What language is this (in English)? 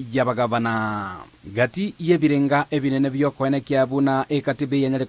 Gusii